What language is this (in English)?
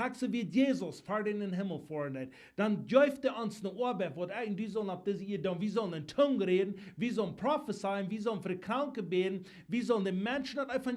Plautdietsch